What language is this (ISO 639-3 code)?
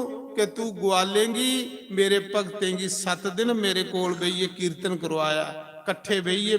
doi